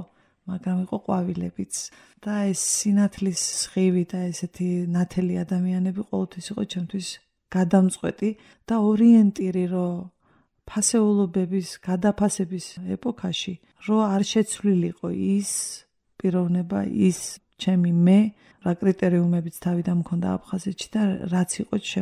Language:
Georgian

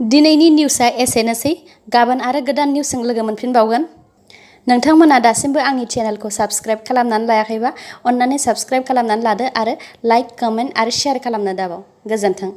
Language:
Bodo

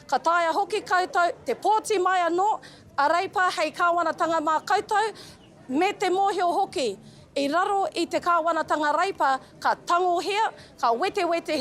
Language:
Māori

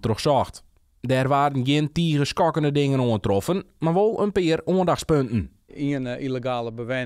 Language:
Western Frisian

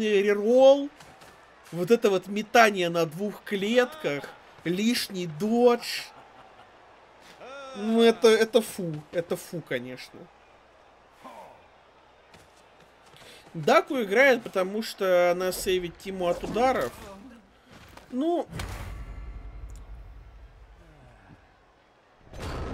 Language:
Russian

